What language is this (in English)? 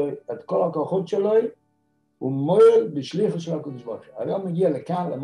Hebrew